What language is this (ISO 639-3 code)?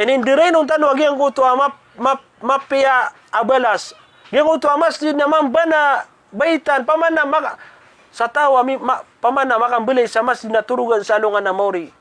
mrw